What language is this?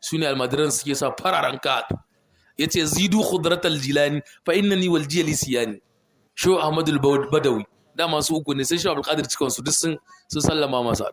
Hausa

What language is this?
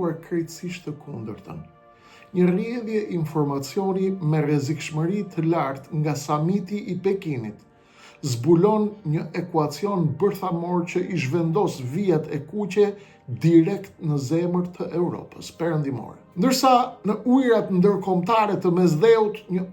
Albanian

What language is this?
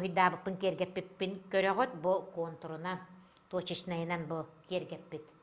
Yakut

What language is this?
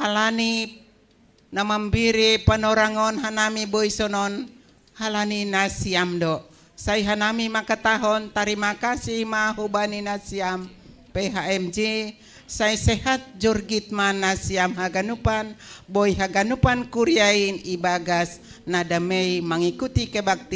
Batak Simalungun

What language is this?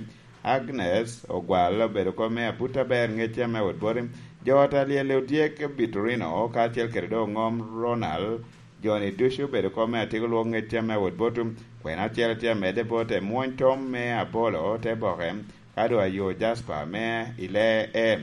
Lango (Uganda)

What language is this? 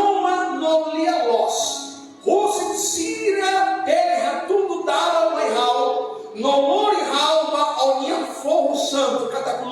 Tetum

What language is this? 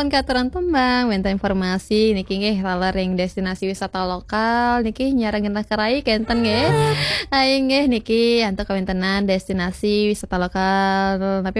Balinese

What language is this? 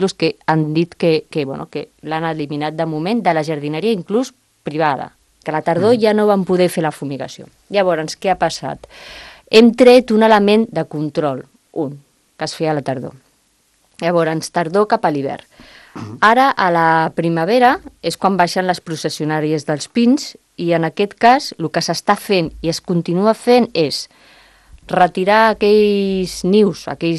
Catalan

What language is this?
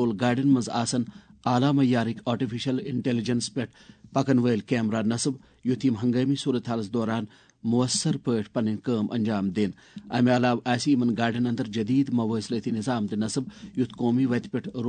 Kashmiri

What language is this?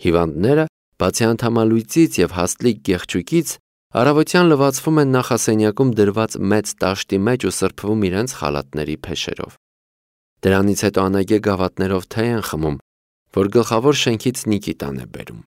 Armenian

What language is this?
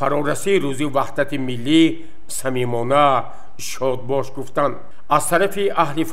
Tajik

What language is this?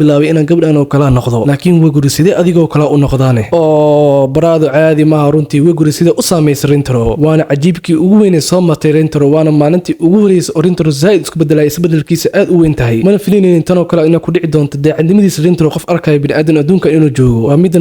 Somali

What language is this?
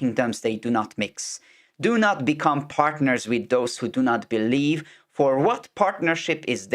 English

